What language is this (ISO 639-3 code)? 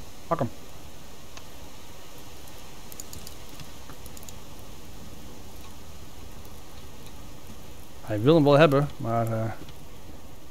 nld